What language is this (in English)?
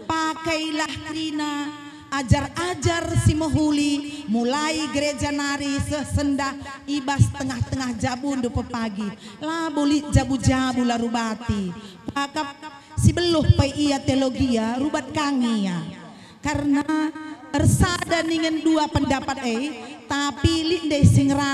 Batak Karo